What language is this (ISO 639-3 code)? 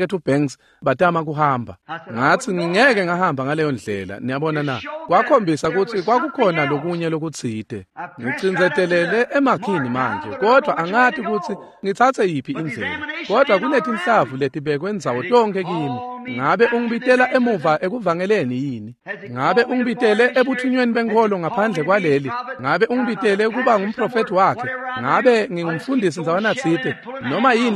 ssw